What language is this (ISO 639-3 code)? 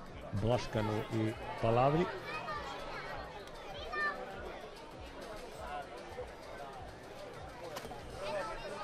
hrv